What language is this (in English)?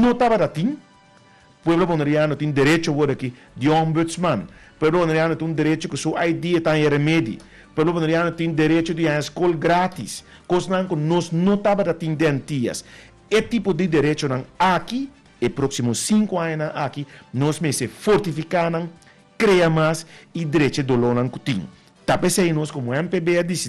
Papiamento